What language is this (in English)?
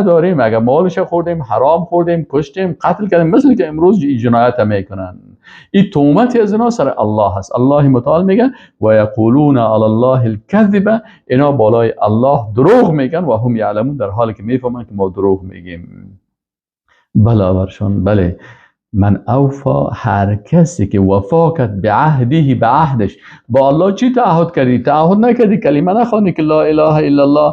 Persian